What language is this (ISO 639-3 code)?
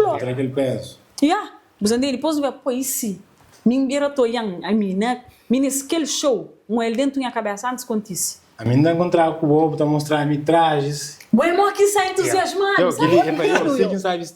kea